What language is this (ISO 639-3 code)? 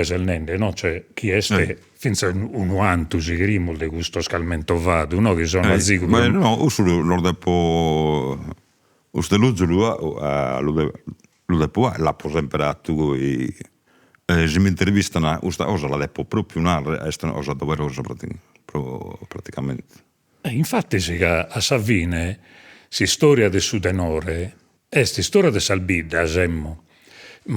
srd